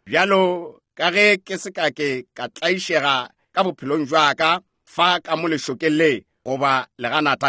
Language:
Northern Sotho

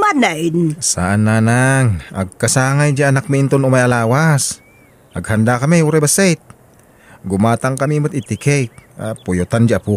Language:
Iloko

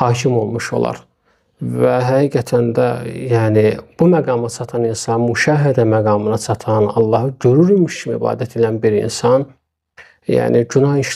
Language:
Azerbaijani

